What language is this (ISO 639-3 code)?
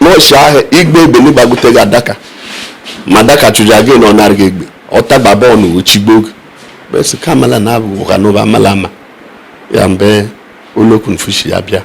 ibo